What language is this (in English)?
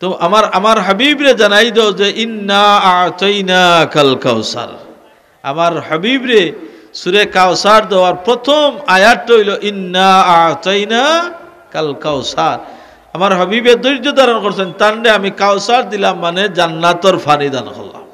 Sylheti